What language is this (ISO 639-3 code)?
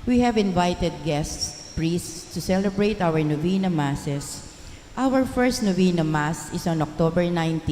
pam